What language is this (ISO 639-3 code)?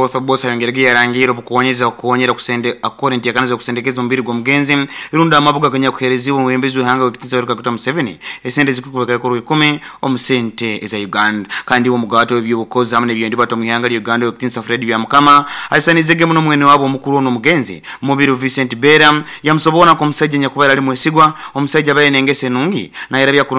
nyo